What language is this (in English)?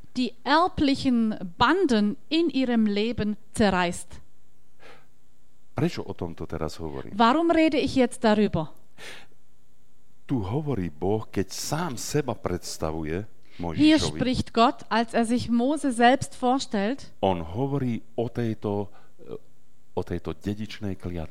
Slovak